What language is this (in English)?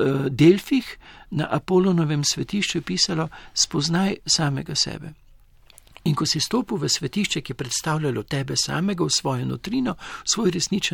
Slovenian